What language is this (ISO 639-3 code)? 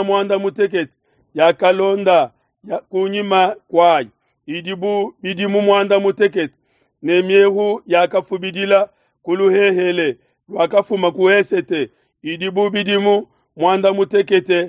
lua